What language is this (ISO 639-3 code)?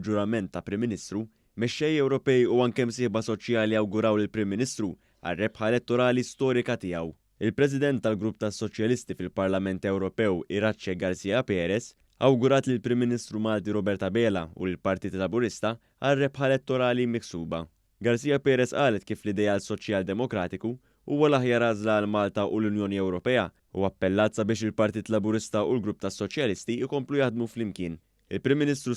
mlt